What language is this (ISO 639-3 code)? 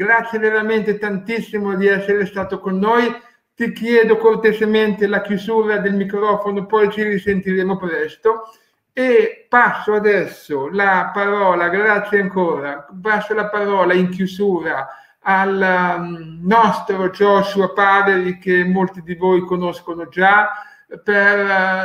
ita